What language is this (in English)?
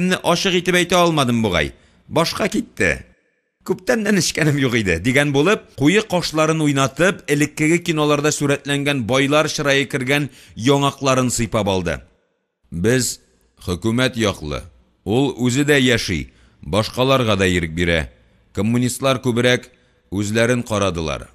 Tatar